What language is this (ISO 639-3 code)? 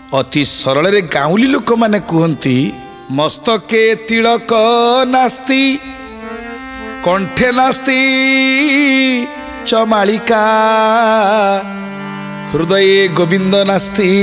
ori